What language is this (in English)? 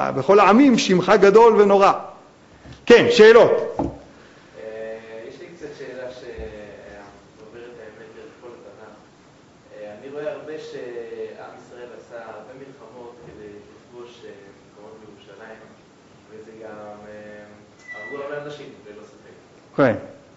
Hebrew